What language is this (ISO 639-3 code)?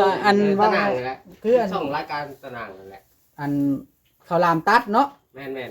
lao